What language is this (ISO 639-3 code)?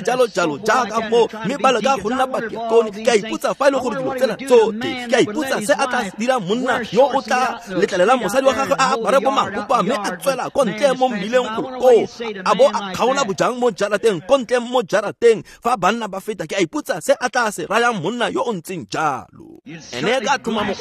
tsn